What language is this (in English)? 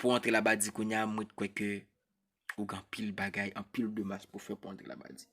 Haitian Creole